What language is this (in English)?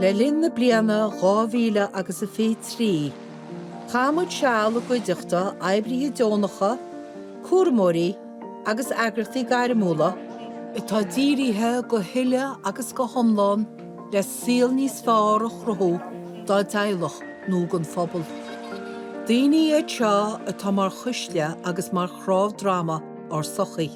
Irish